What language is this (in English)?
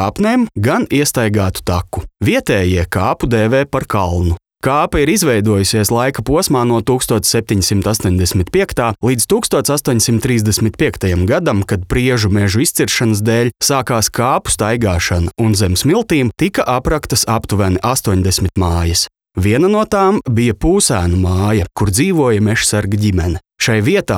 Latvian